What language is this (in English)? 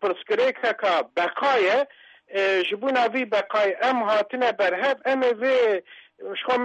Kurdish